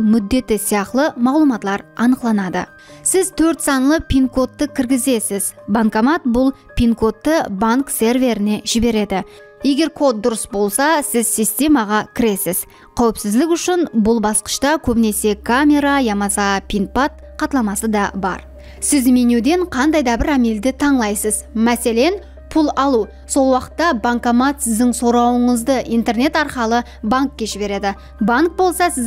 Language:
Kara-Kalpak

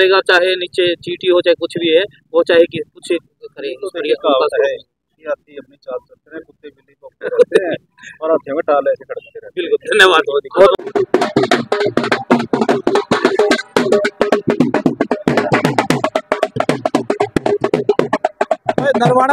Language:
Hindi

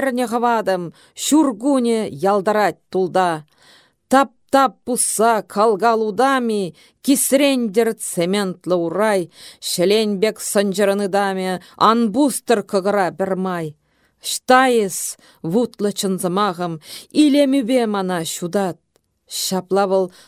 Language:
Chuvash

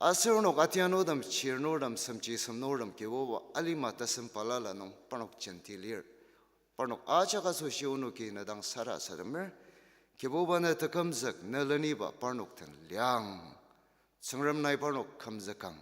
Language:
Ao Naga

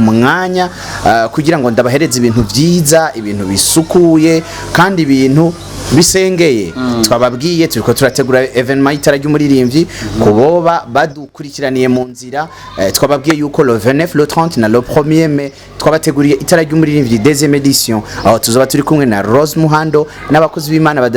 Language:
Rundi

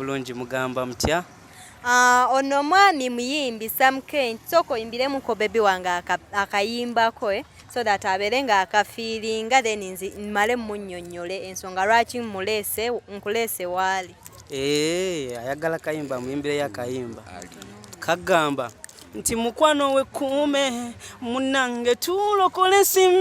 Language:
Ganda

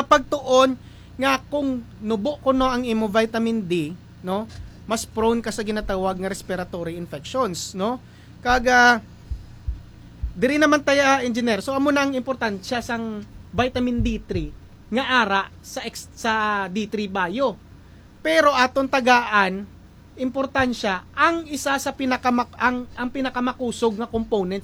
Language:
Hiligaynon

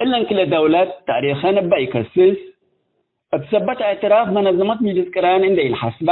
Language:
Tigre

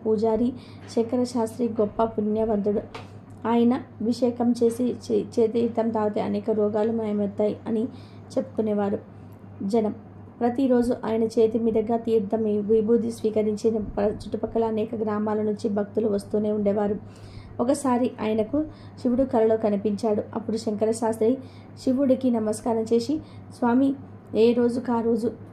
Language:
Telugu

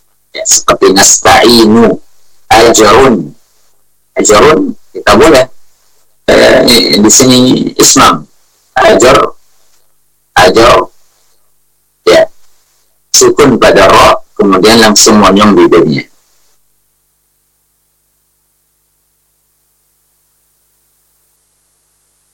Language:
Indonesian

